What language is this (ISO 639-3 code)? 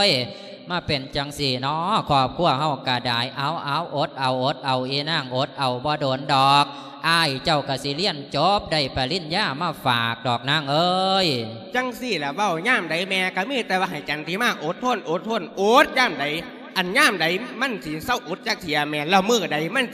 lao